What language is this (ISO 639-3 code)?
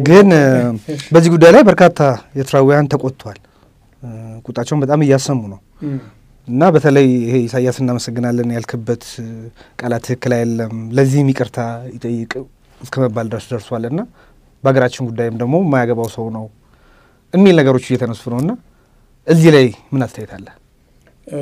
amh